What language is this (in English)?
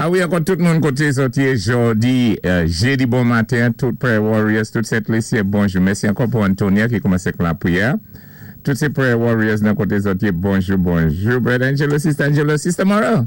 Saint Lucian Creole French